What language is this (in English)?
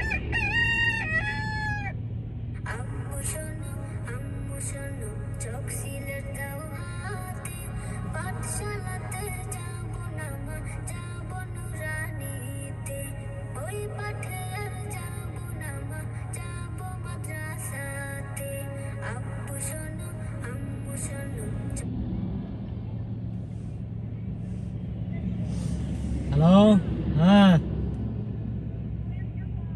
Bangla